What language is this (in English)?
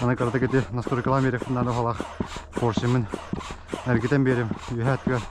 Yakut